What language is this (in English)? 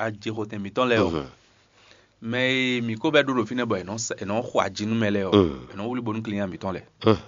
Fon